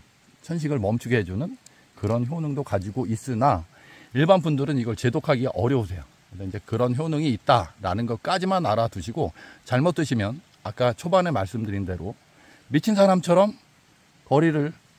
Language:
Korean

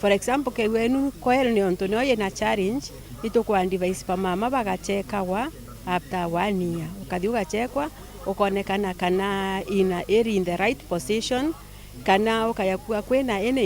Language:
Meru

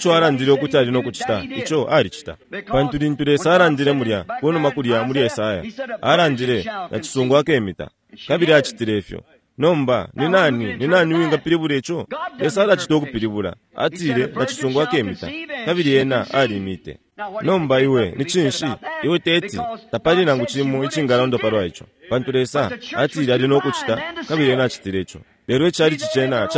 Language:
Bemba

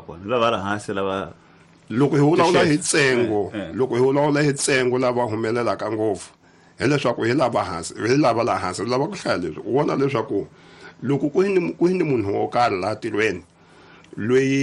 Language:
Tsonga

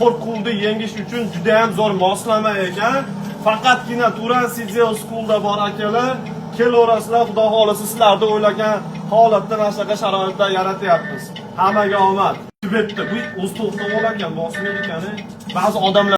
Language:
Uzbek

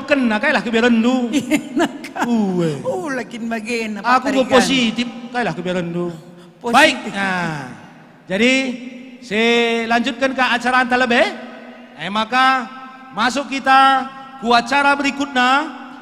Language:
Batak Karo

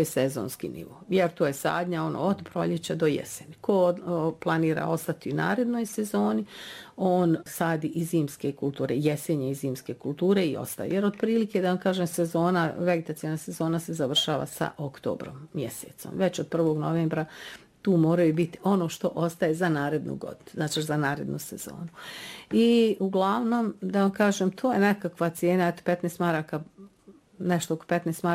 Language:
Bosnian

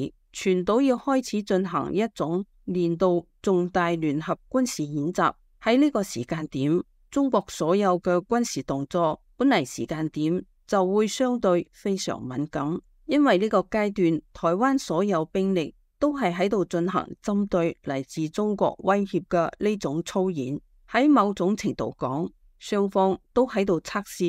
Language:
Cantonese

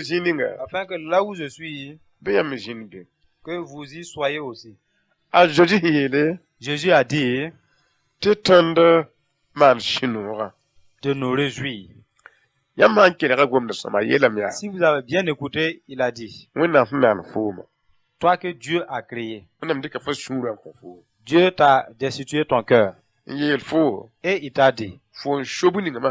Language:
Mossi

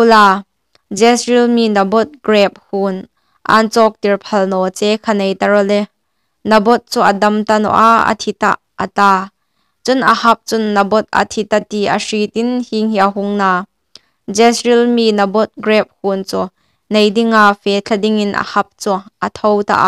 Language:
Hmar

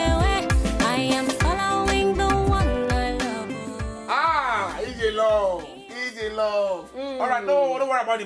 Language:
Nigerian Pidgin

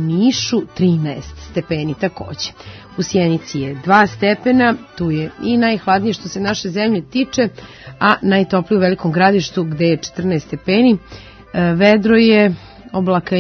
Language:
Serbian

